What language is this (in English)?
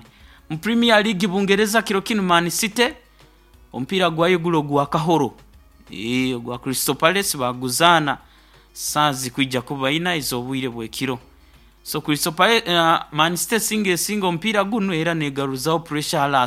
Nyoro